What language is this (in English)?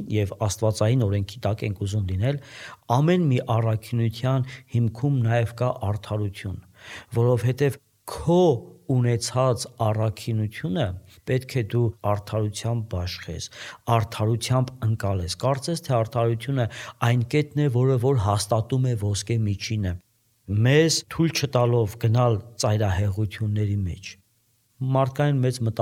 Armenian